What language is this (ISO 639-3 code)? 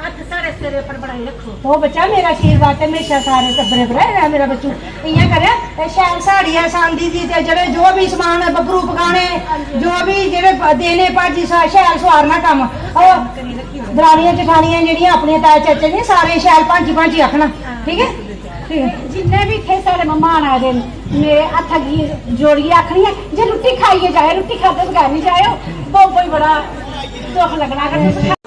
doi